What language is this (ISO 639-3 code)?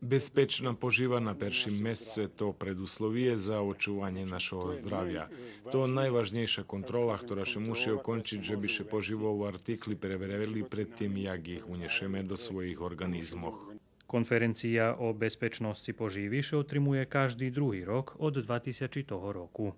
rue